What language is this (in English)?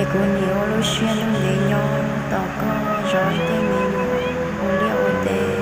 Hmong